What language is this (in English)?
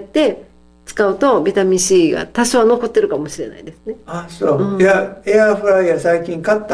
Japanese